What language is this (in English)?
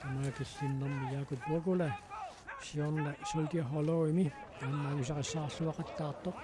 Kalaallisut